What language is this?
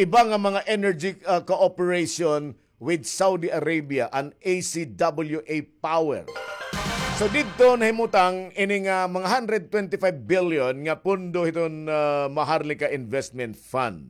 Waray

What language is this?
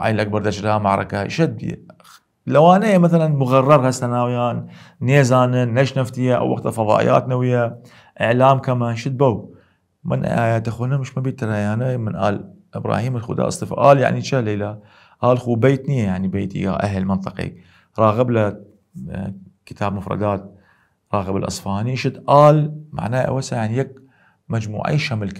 Southern Kurdish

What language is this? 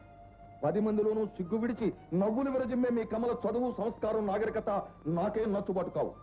Telugu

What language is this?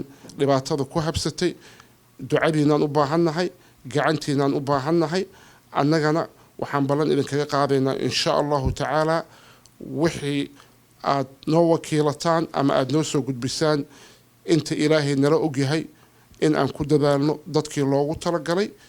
Somali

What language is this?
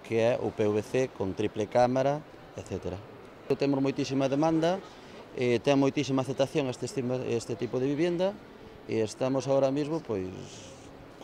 Galician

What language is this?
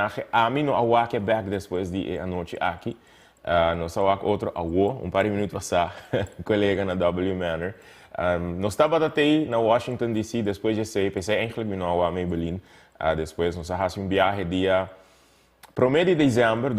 Papiamento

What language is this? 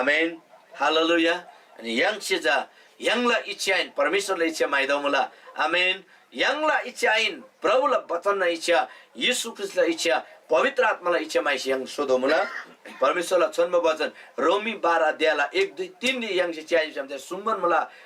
Eastern Tamang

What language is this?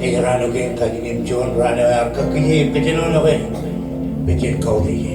Marshallese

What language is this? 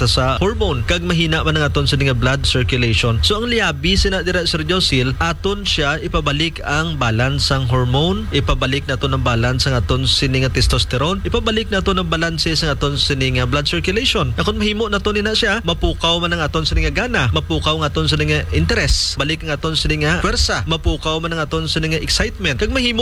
Hiligaynon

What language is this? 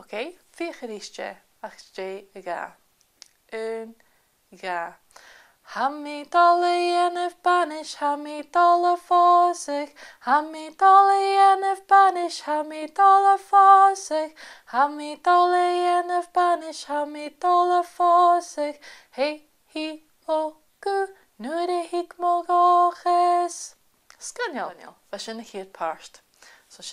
Scottish Gaelic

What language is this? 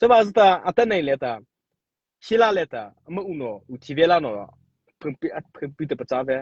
Mara Chin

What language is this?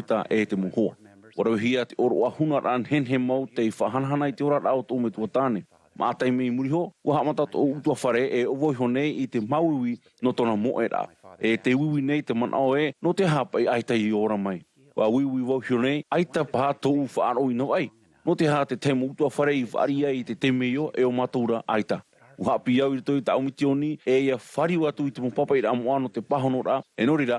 Tahitian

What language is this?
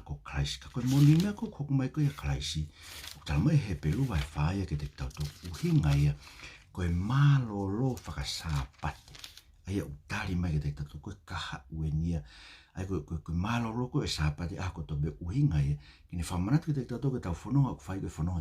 Tongan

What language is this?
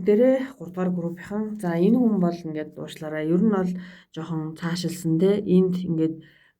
Mongolian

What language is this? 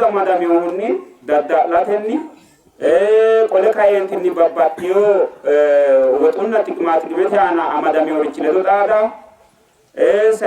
Sidamo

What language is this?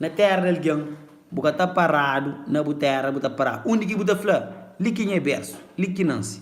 Kabuverdianu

